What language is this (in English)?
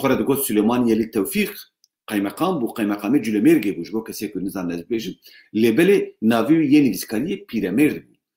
Kurdish